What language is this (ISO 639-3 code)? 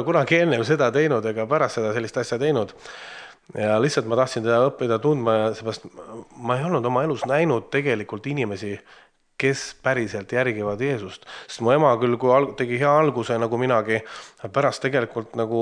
est